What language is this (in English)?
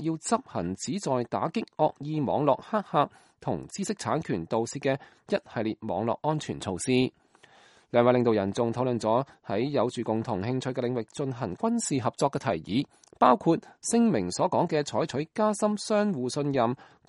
Cantonese